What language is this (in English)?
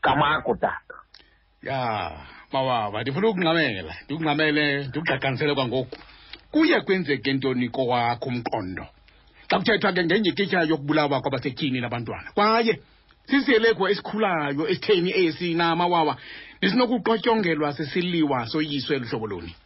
Xhosa